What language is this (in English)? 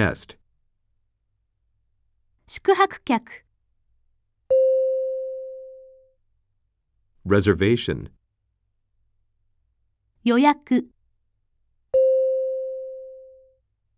Japanese